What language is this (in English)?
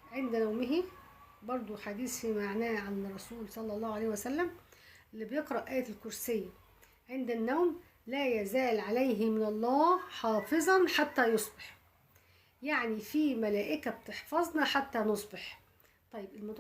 Egyptian Arabic